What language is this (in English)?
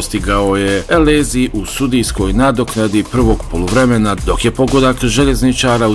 Bosnian